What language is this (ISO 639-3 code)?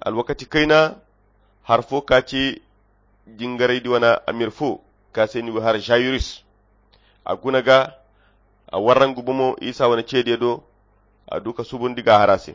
khq